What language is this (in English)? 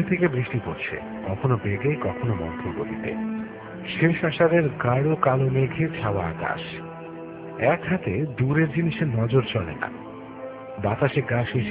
Bangla